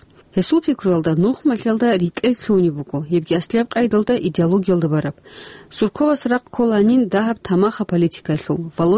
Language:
Avaric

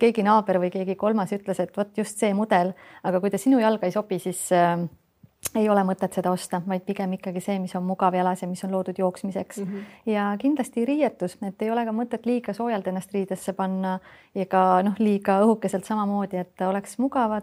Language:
Estonian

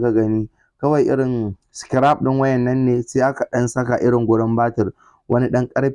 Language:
Hausa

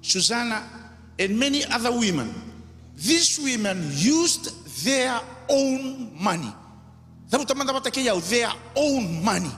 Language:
Fijian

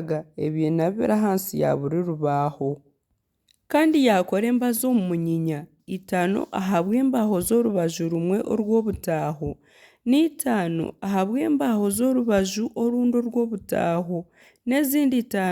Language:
Nyankole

